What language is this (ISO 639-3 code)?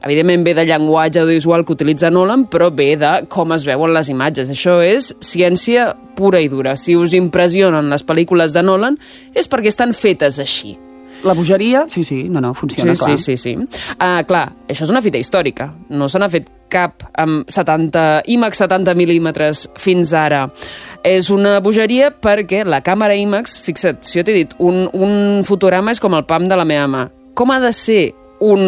cat